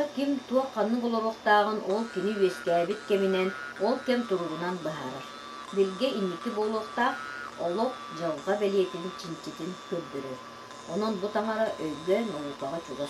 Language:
Yakut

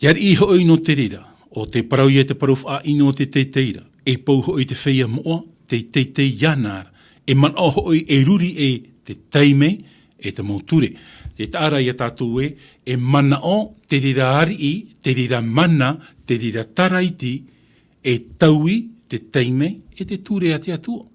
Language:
Tahitian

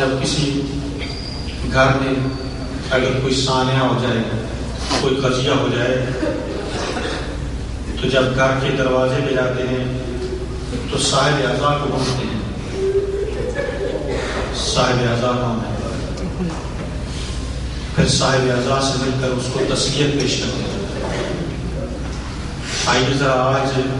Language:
Urdu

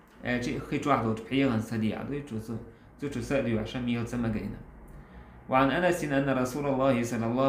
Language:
Chechen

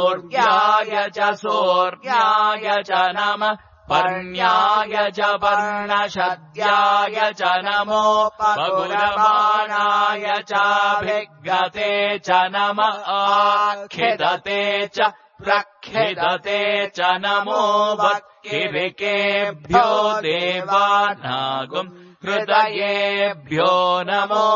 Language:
Sanskrit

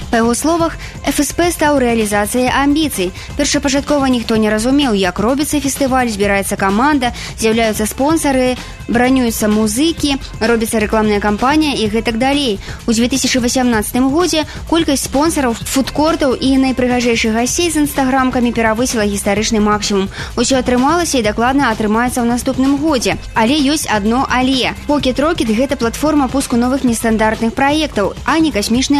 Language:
Belarusian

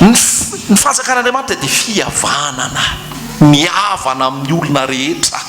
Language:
Malagasy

